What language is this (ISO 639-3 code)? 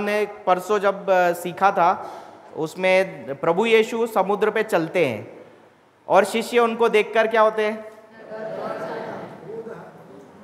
hin